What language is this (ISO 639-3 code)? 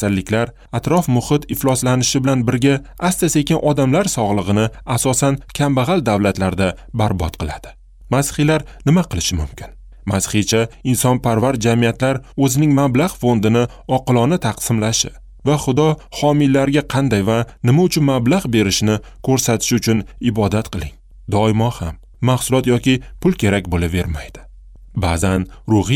uzb